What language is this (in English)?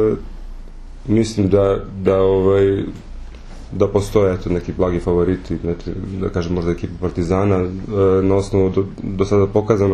Serbian